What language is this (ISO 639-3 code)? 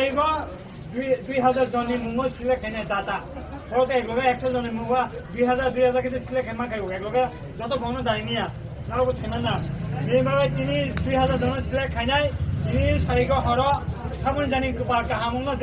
trp